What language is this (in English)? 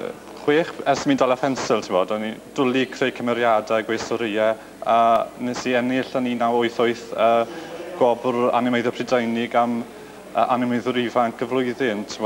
Welsh